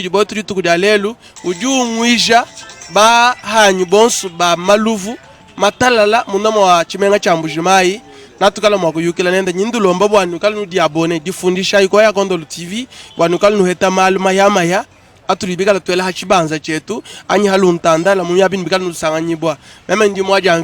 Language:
Luba-Lulua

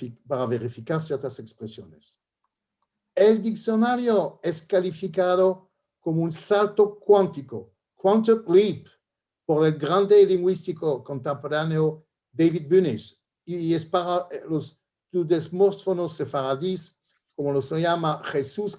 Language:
Ladino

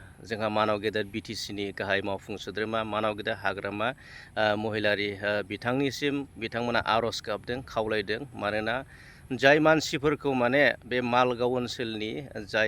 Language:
Bodo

